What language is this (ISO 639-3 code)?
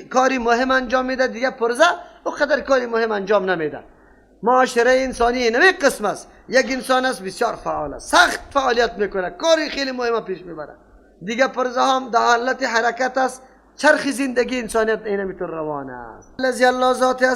fas